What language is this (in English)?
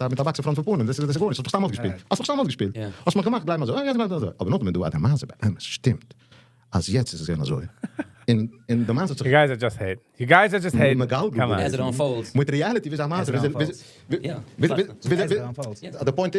Yiddish